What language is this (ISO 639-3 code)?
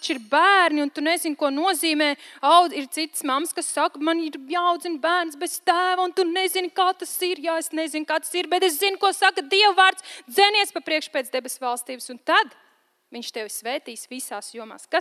lav